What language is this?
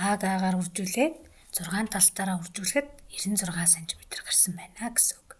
Mongolian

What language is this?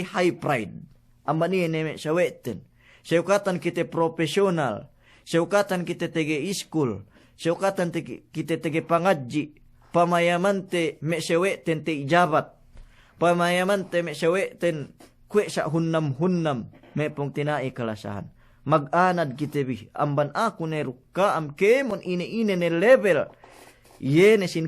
Yakan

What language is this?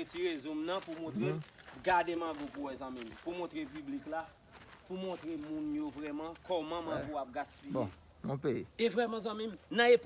Haitian Creole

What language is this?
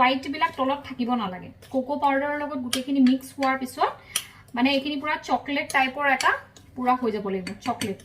Assamese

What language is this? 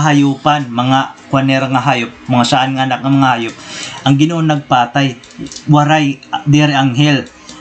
Waray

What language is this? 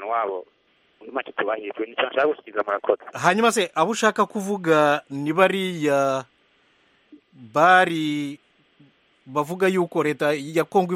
Kinyarwanda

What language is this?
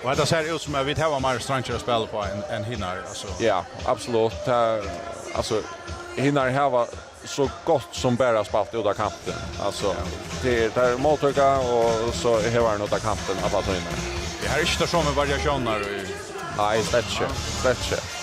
Faroese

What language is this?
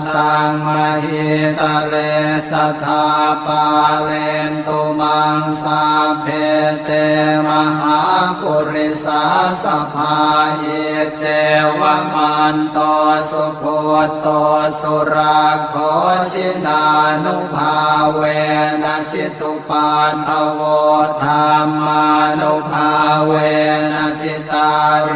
Pali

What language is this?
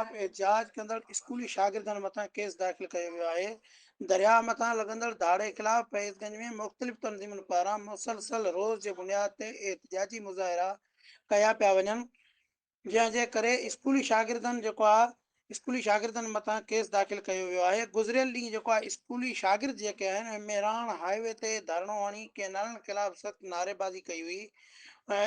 Sindhi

